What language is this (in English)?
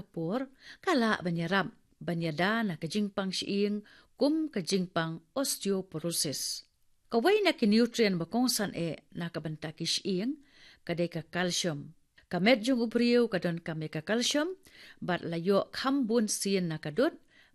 Khasi